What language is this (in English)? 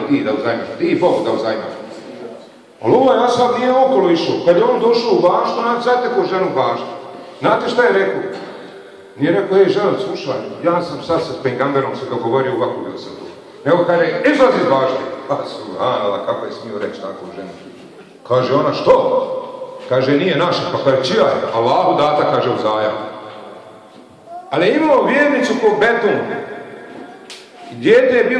Bosnian